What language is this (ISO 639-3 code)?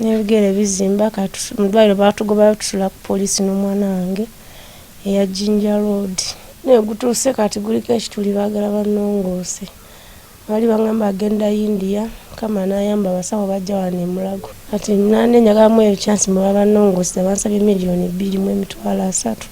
lug